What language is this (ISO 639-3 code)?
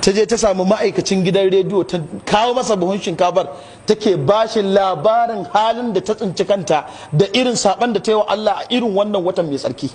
hau